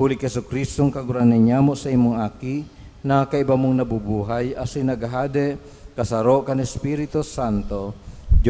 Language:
Bikol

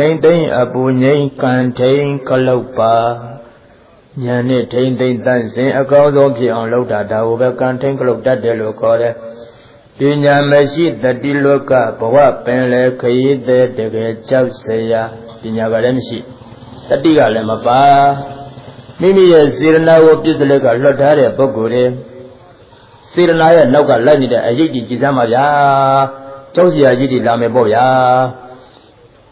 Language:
Burmese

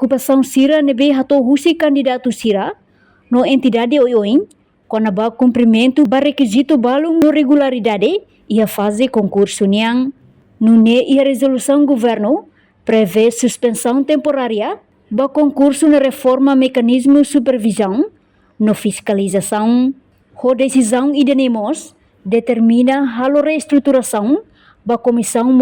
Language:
Tetum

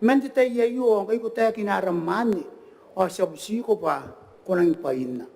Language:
Gilbertese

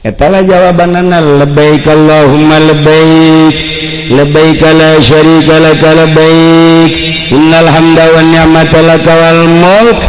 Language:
Sundanese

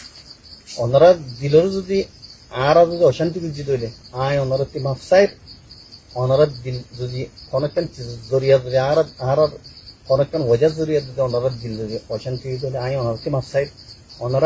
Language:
Rohingya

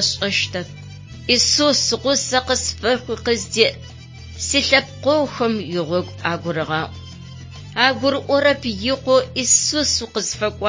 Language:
Adyghe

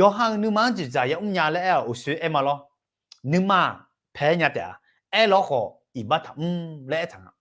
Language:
Akha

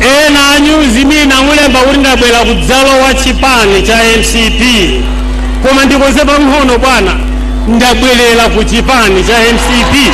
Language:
Nyanja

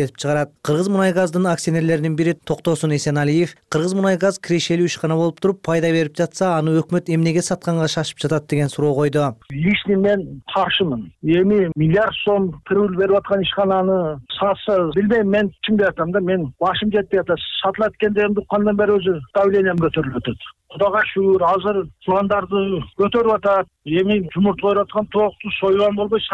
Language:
Kyrgyz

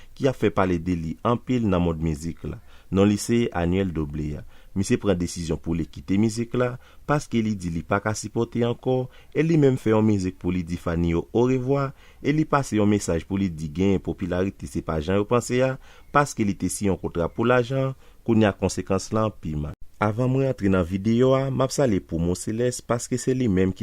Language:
Haitian Creole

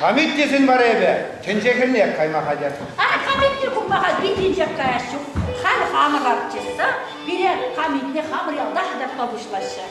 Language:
Chuvash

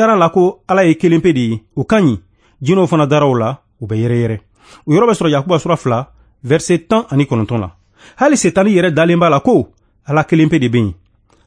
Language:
Bambara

